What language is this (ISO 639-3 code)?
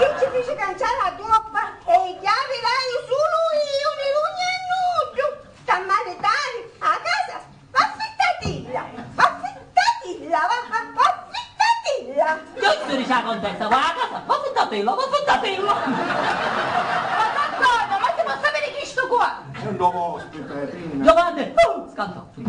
scn